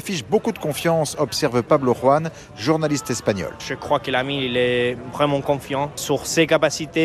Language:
French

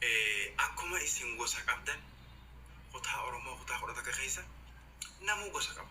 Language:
Oromo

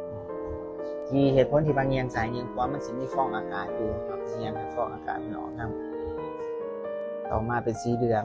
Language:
Lao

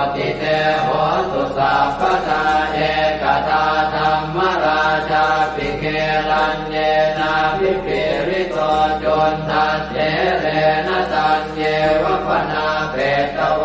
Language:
Pali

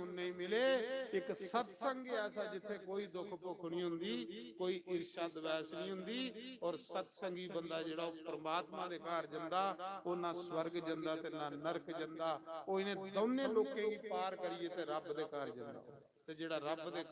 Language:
Dogri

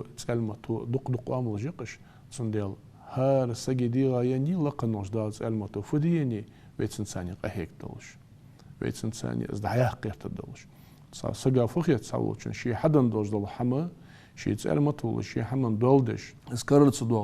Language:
Ingush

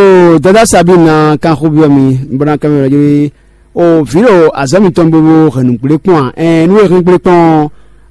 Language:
Fon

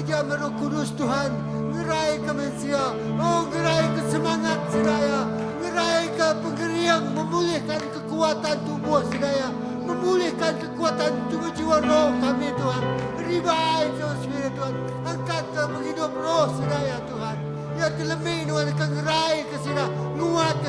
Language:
Iban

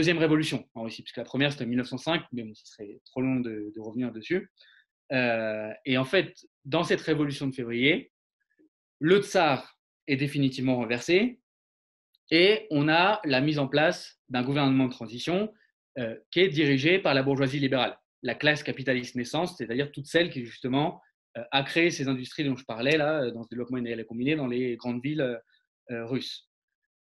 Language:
French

